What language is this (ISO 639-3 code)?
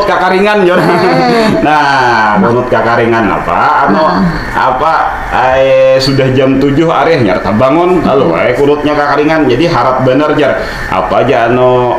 bjn